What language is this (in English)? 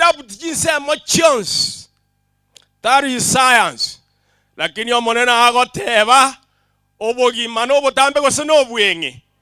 Gusii